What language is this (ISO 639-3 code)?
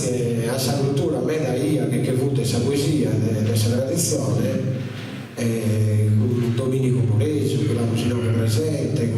srd